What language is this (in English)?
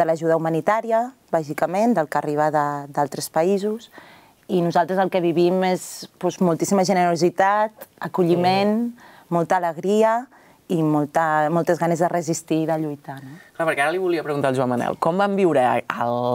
Catalan